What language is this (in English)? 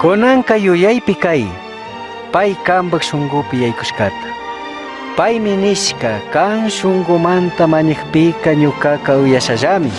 Chimborazo Highland Quichua